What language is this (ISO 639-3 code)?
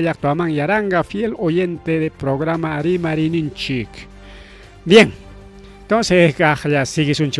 quy